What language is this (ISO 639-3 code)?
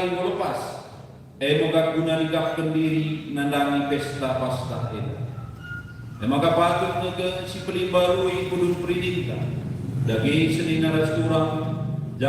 btx